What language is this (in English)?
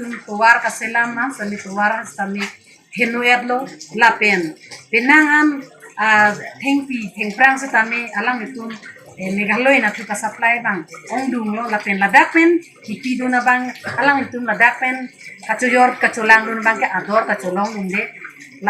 Karbi